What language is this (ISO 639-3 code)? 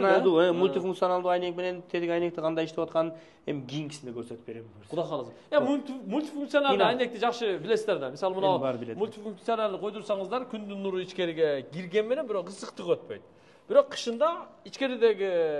kir